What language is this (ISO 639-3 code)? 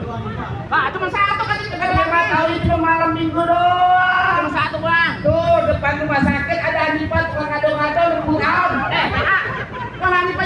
bew